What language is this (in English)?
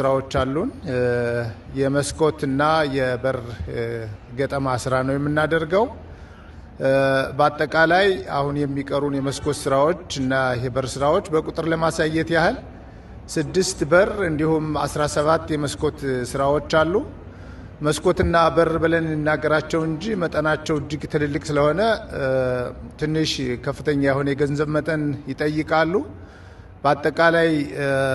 Amharic